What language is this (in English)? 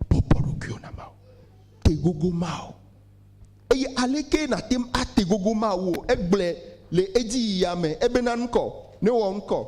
Ewe